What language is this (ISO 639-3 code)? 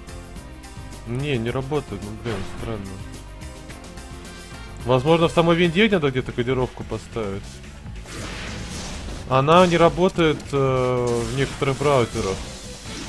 rus